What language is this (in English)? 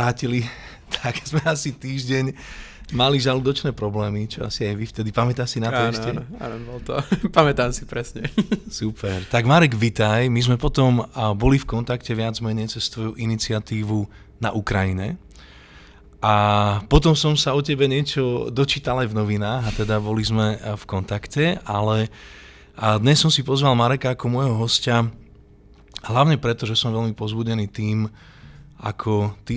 Slovak